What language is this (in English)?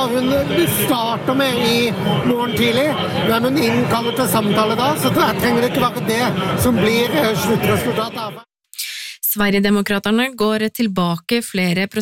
Norwegian